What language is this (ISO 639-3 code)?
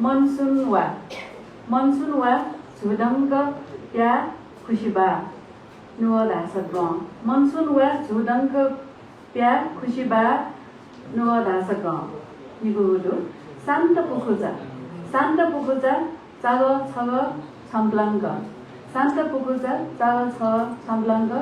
new